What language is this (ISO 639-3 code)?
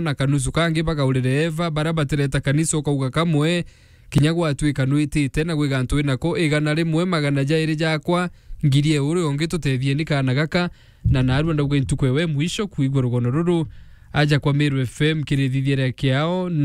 mer